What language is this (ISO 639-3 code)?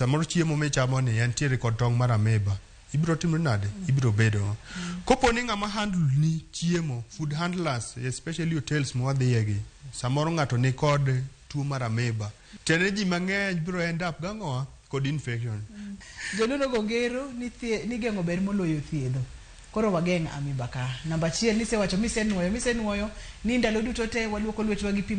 luo